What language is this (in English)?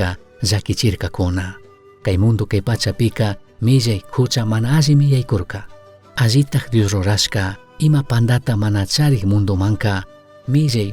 Chimborazo Highland Quichua